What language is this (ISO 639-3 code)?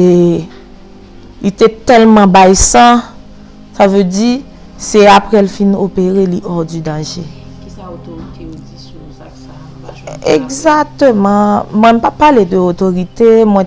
hat